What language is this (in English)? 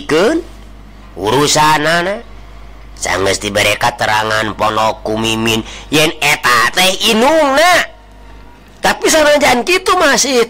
Sundanese